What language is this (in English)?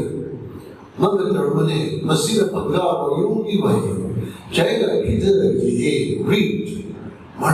Tangkhul Naga (India)